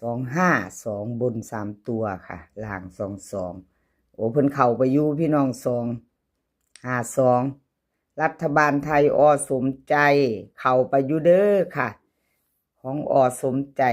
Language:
Northeastern Thai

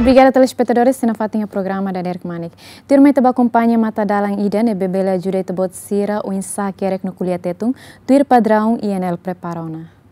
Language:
Tetum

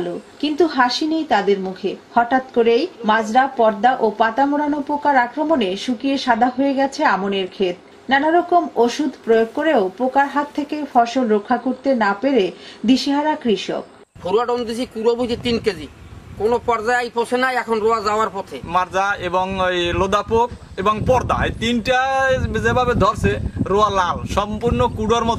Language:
Bangla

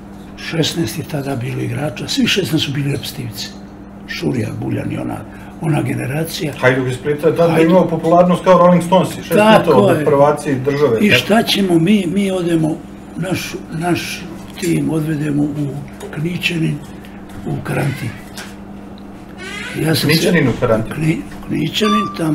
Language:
Serbian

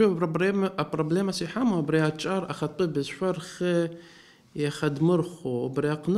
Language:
Abkhazian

